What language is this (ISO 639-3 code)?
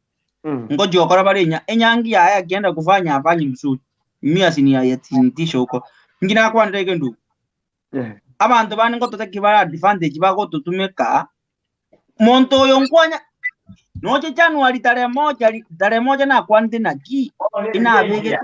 guz